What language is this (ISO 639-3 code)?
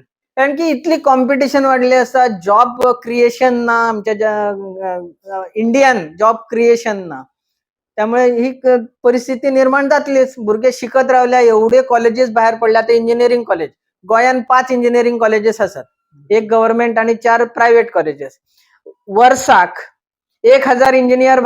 kok